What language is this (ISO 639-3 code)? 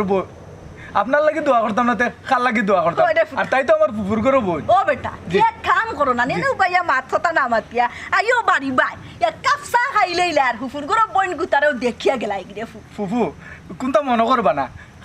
syl